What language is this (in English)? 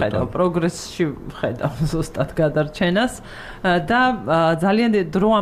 Georgian